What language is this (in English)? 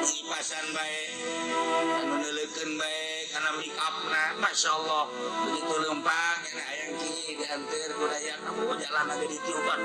Sundanese